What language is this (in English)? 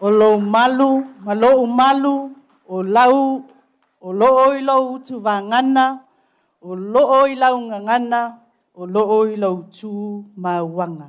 Samoan